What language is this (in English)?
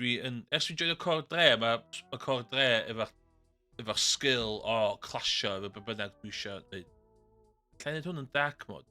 Welsh